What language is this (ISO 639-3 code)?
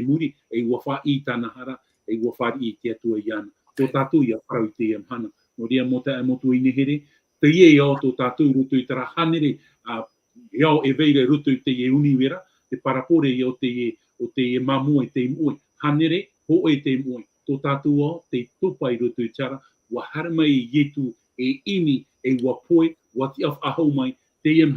tah